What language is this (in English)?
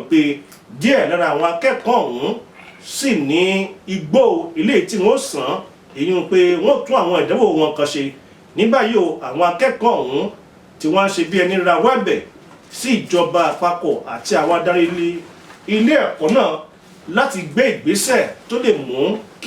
Yoruba